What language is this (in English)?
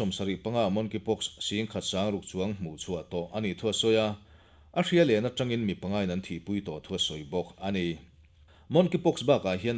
Mizo